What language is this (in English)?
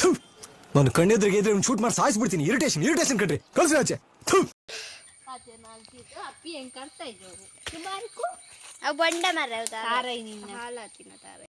Tulu